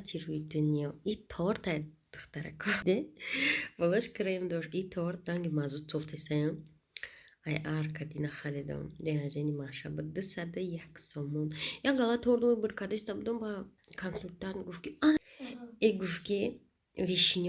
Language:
Tajik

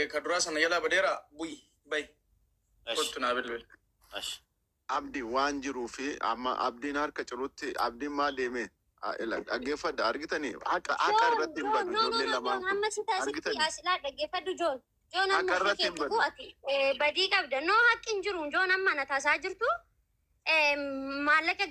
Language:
Oromo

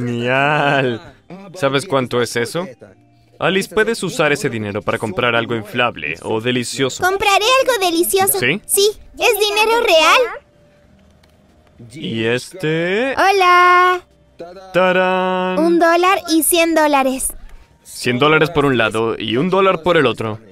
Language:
Spanish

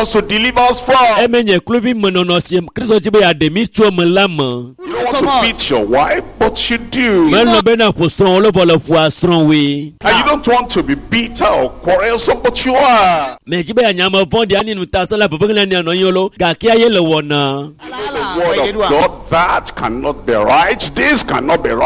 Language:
Ewe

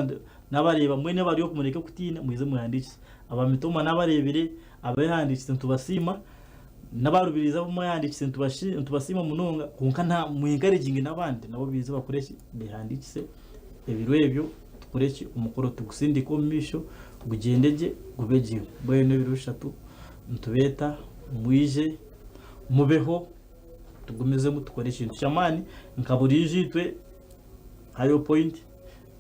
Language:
Nyankole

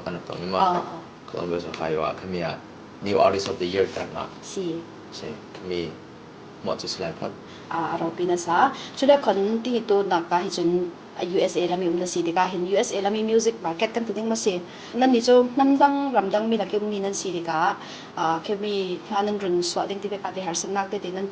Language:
Falam Chin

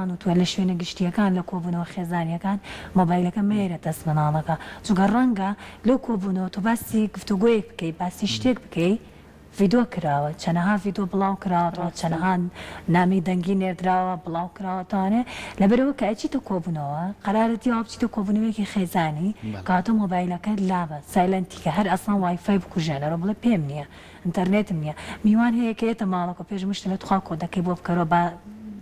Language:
Central Kurdish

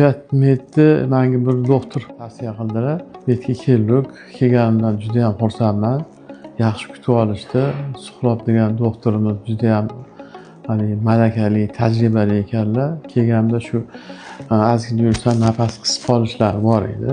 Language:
Uzbek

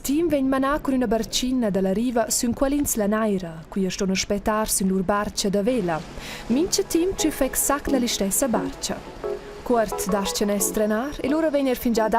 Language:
Romansh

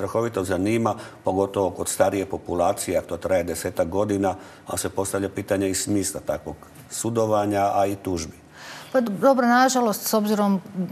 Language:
Croatian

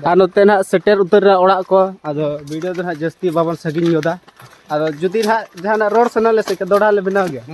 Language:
Santali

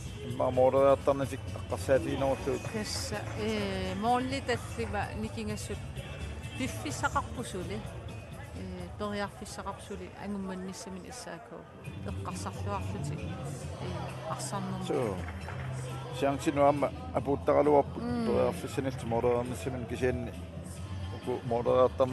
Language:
Kalaallisut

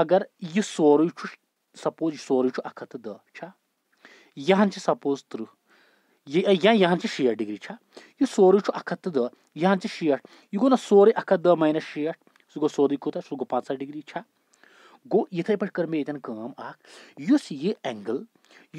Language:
Kashmiri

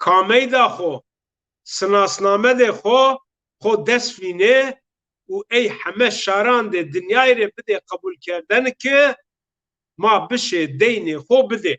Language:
Zaza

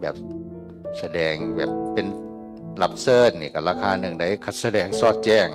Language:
Northeastern Thai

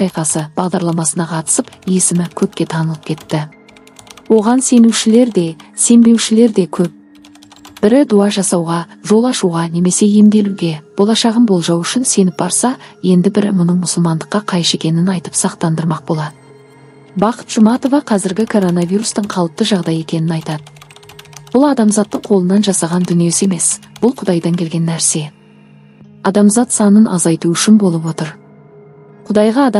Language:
Kazakh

